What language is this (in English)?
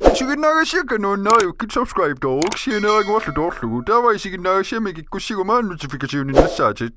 Kalaallisut